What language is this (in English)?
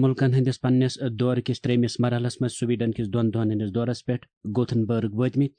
Kashmiri